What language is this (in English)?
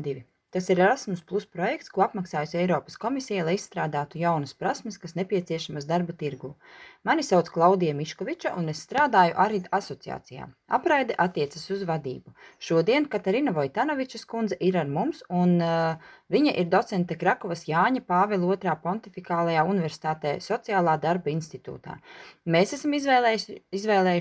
Latvian